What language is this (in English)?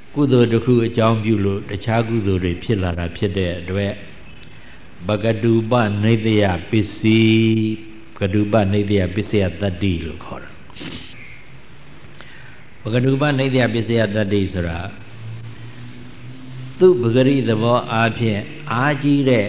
Burmese